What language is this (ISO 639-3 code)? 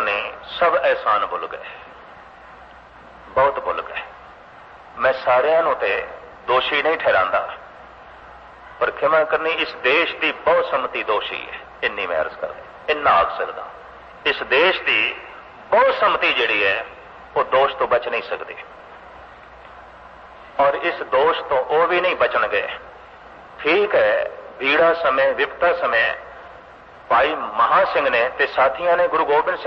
pan